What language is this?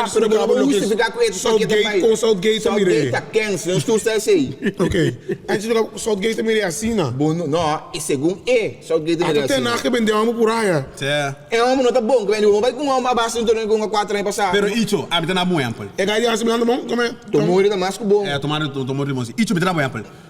Papiamento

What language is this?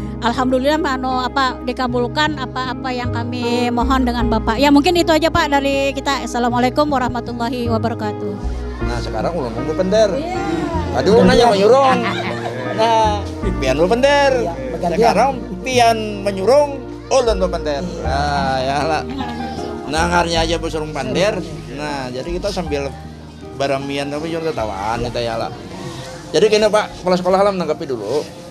Banjar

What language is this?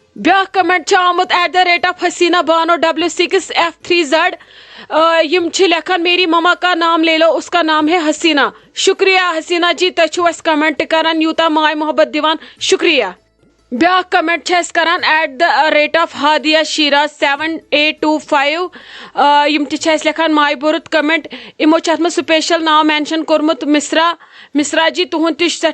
Kashmiri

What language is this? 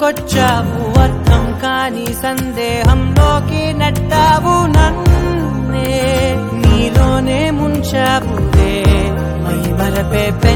Telugu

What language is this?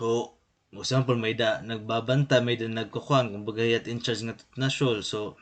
Waray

